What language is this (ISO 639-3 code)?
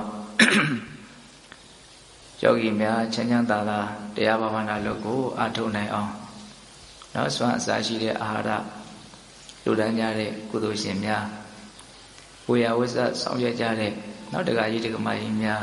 mya